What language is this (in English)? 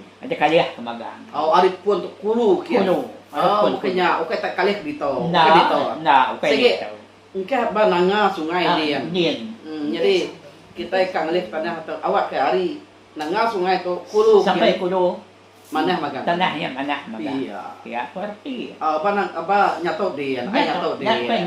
Iban